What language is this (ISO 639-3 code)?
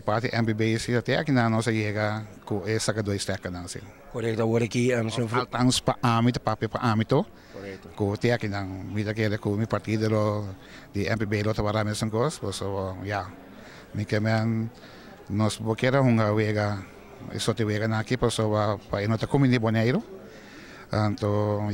pap